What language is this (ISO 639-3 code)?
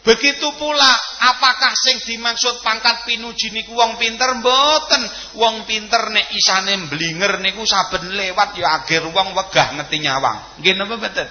jav